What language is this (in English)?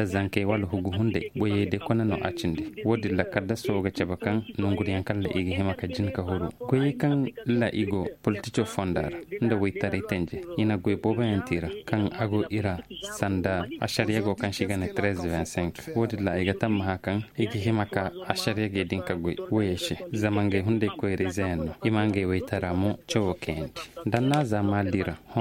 Zarma